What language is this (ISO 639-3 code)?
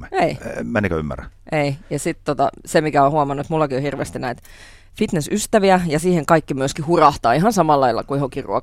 fin